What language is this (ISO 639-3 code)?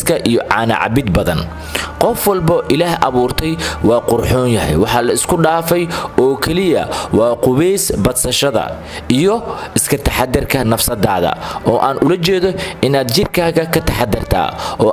som